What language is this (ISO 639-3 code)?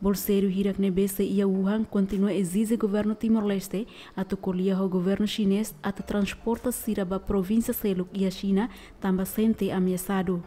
tet